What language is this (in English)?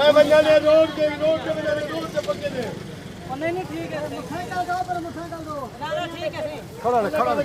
Saraiki